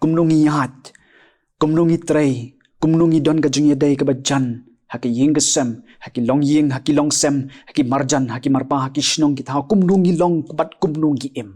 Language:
Khasi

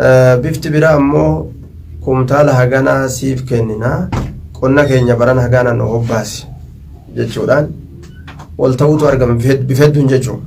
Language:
Oromo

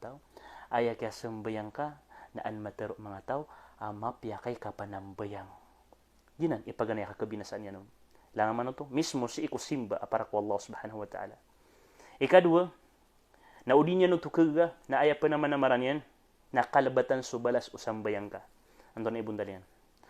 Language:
Maranao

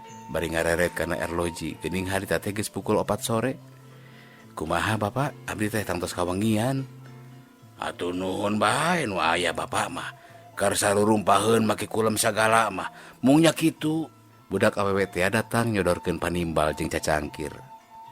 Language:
Sundanese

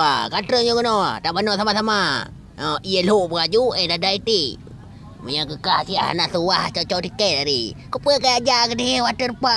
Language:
Achinese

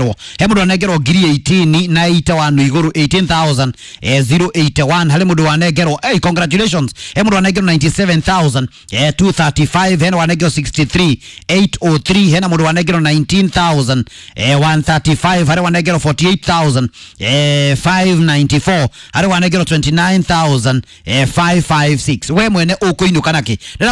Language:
Kikuyu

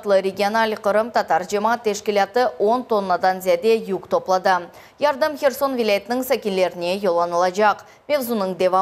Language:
Crimean Tatar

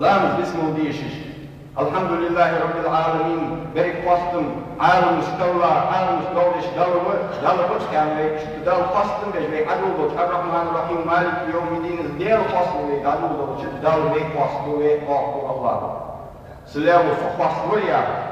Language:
Ingush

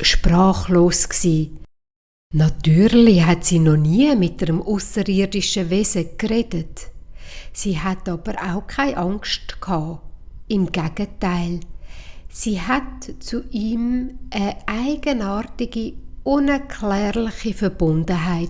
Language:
Swiss German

